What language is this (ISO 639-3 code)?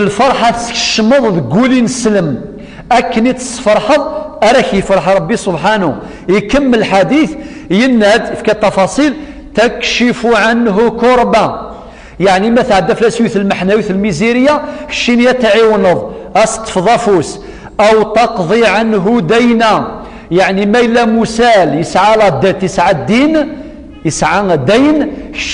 kab